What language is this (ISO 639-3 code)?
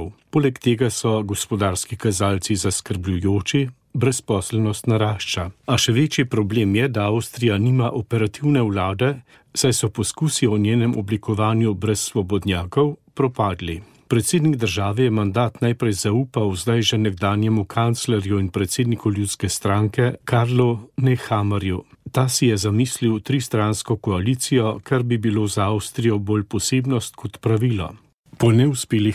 slv